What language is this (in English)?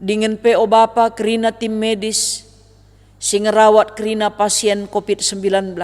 Batak Karo